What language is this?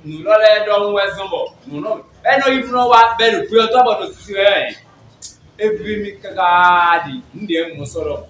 Fon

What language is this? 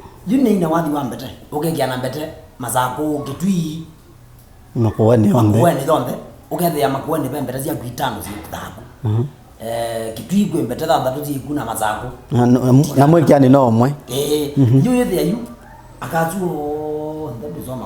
Kamba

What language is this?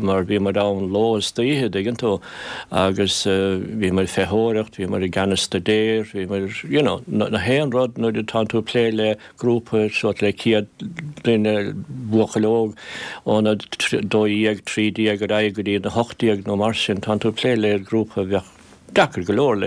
Irish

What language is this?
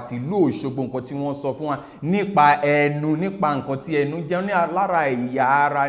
Yoruba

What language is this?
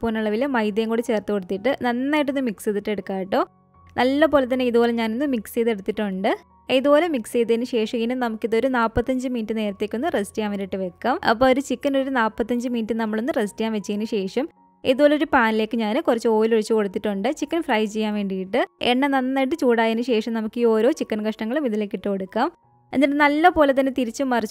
Malayalam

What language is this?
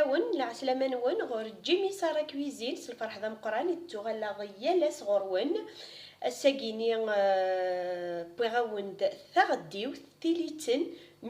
Kabyle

